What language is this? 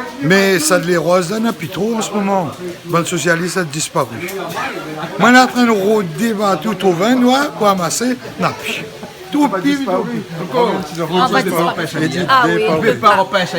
Réunion Creole French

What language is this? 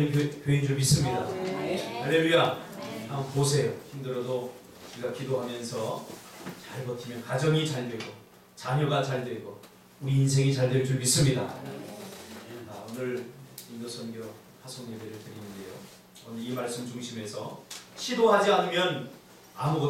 Korean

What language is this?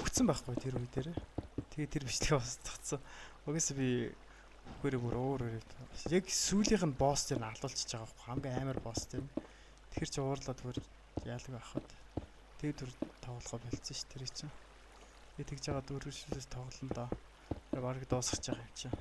Mongolian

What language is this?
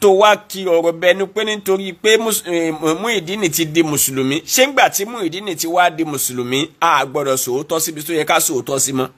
Yoruba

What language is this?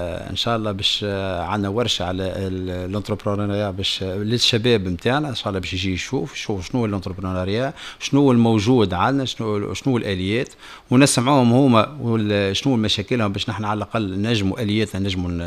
Tunisian Arabic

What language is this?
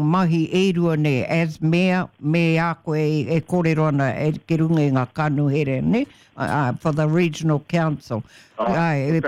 Māori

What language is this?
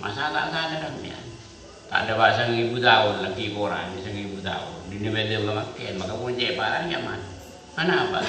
Madurese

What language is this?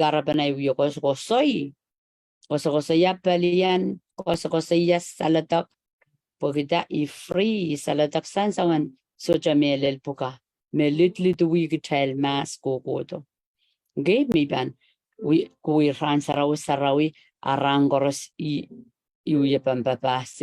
Pohnpeian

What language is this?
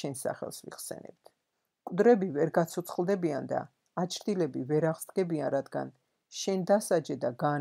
Georgian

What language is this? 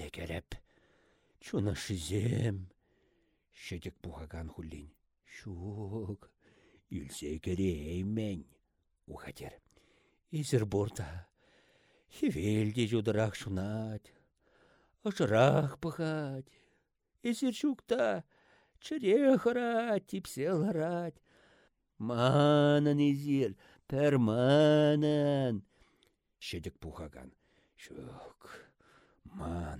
Chuvash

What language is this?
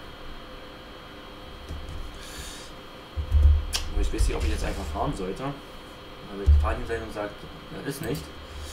German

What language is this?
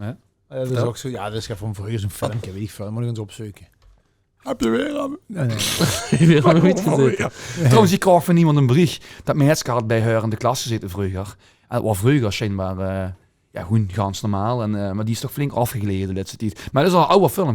Limburgish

